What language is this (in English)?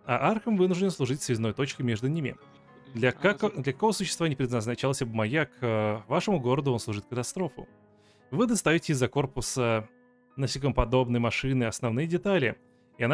Russian